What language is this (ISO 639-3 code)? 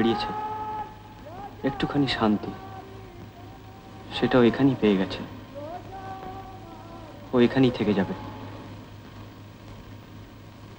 ben